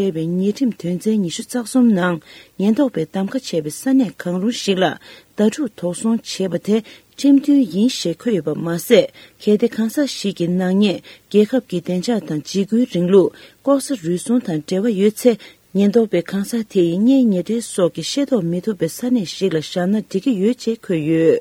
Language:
Tibetan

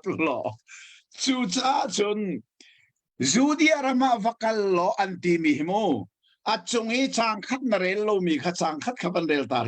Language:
Hakha Chin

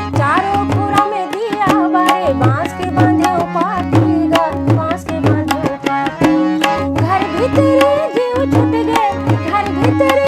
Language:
Chhattisgarhi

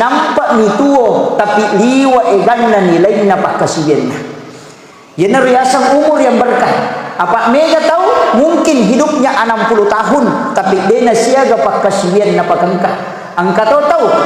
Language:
Buginese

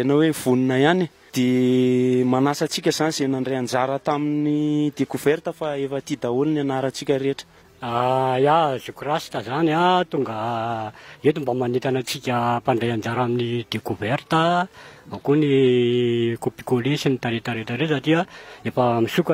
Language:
Malagasy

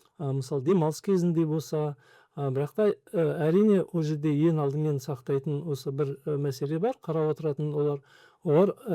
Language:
Kazakh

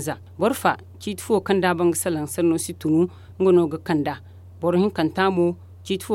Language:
Zarma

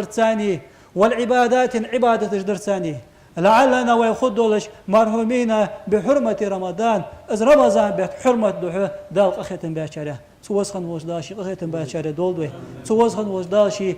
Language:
Ingush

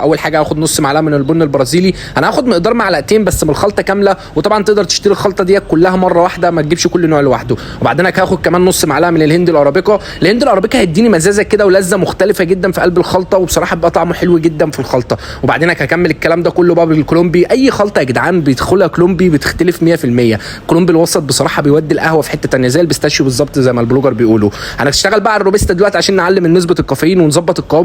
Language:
Egyptian Arabic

